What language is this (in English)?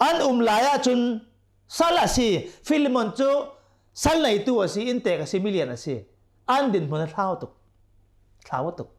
Hakha Chin